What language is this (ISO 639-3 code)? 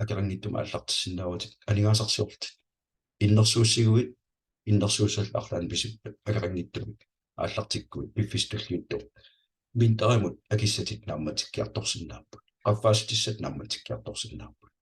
kal